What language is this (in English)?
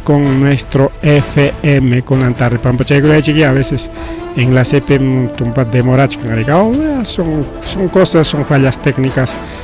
Ayacucho Quechua